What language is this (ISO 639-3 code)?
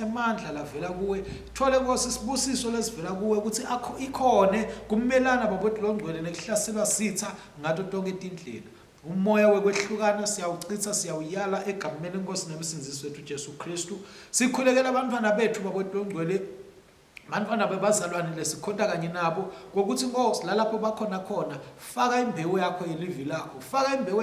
ssw